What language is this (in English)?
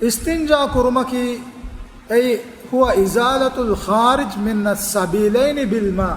Divehi